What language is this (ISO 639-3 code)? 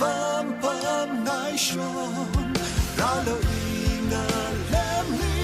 nmf